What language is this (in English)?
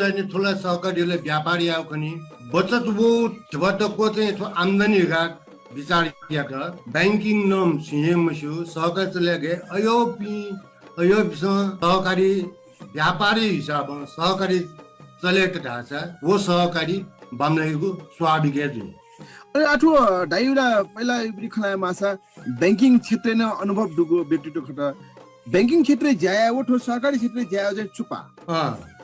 Newari